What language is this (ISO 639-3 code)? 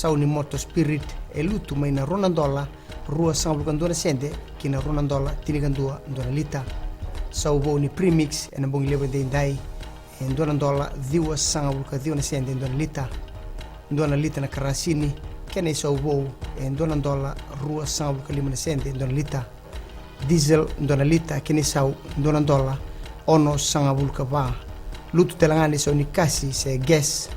fij